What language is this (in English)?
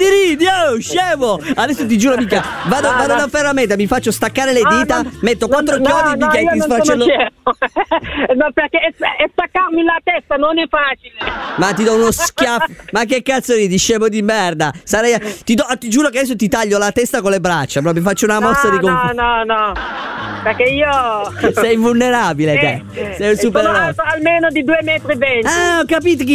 Italian